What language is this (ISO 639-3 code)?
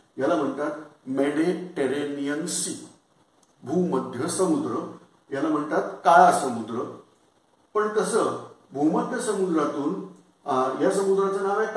mar